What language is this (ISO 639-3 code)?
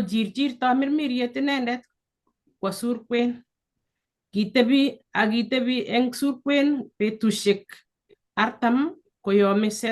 kln